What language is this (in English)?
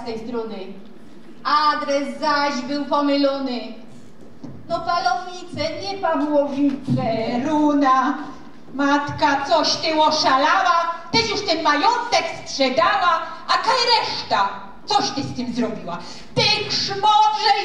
Silesian